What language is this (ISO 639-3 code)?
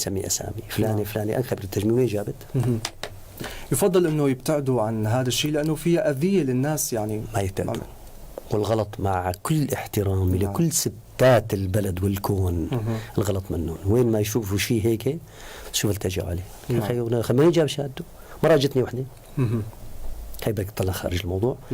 apc